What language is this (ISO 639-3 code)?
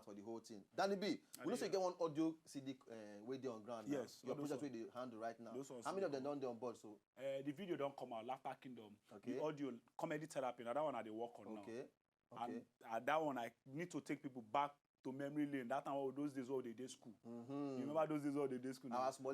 pcm